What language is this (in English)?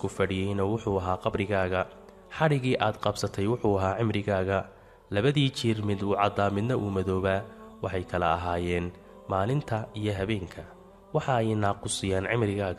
Somali